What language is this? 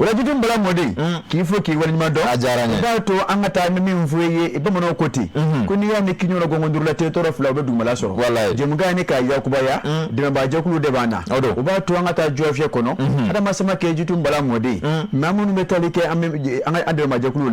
Bambara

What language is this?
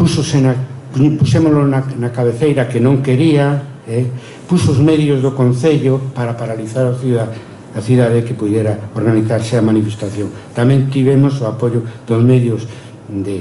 Galician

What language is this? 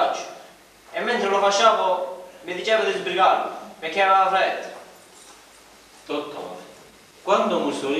Italian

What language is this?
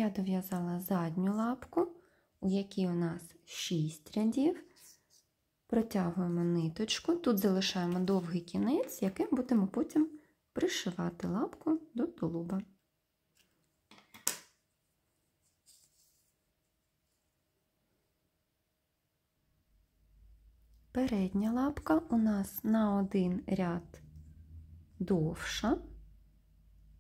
Ukrainian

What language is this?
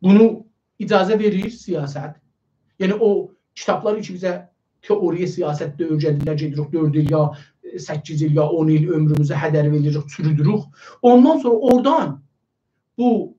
South Azerbaijani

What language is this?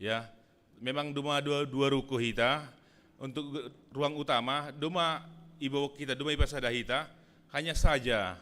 Batak Simalungun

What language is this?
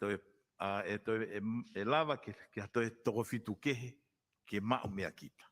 Tongan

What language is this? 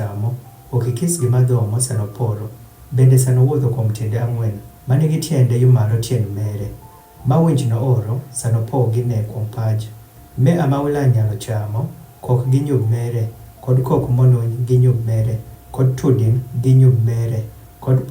Adhola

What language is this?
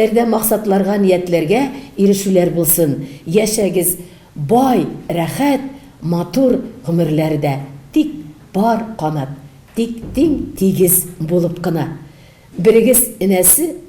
Tatar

